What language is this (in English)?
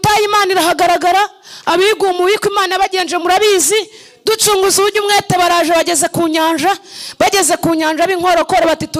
Kinyarwanda